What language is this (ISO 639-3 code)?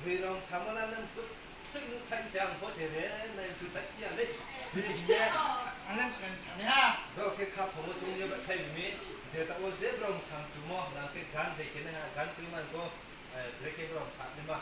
ria